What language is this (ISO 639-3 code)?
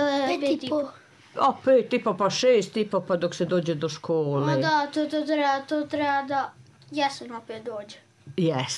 srp